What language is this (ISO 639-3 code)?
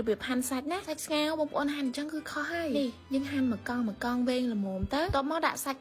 khm